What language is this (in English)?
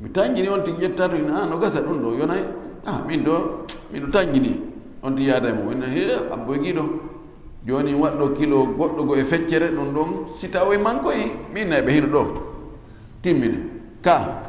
Fula